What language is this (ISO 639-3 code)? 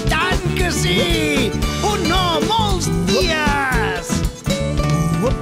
cat